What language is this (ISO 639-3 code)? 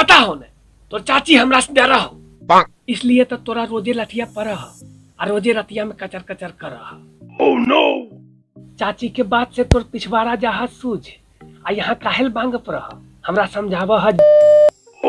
mag